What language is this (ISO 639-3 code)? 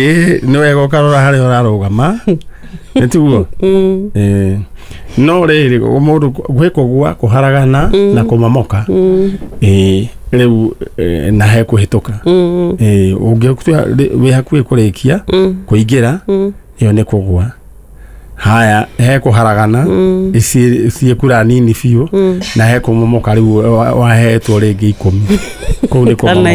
kik